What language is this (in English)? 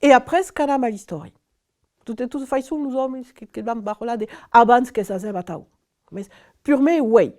Occitan